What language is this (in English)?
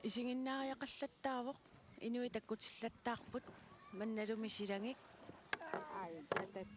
Kalaallisut